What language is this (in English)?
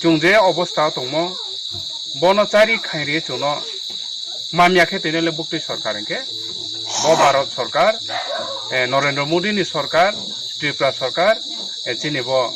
Riang (India)